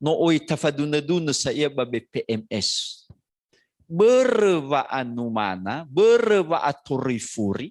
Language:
Nias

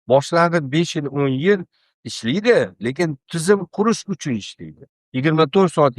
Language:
Uzbek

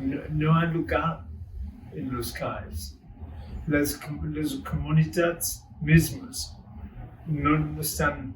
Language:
Ladino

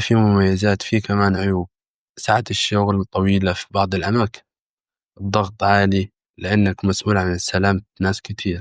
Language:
Egyptian Arabic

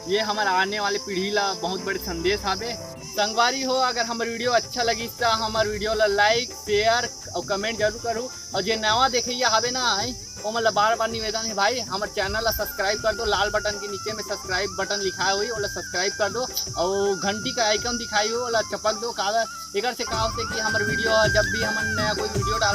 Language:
Chhattisgarhi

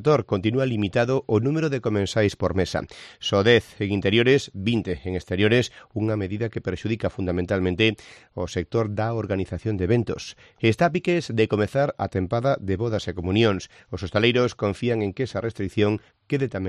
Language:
Galician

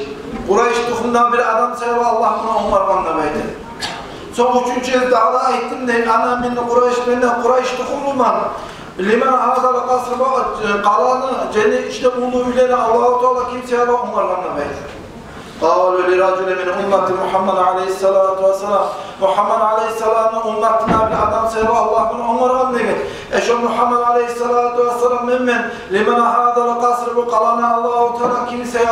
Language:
Kumyk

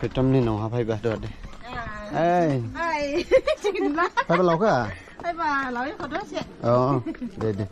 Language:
Dimasa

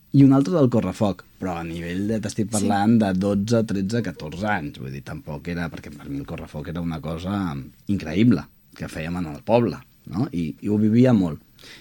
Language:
Catalan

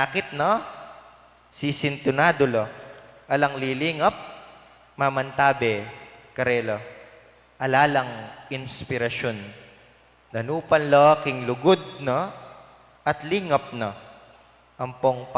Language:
Pampanga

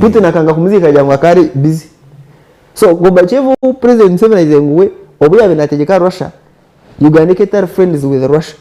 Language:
Nyankole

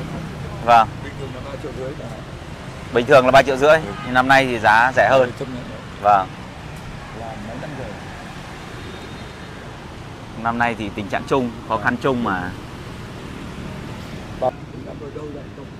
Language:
Vietnamese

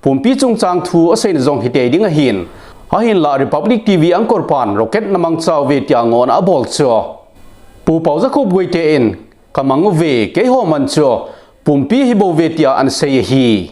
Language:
Thado Chin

